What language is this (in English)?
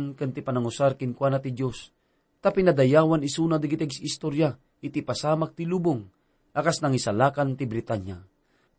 Iloko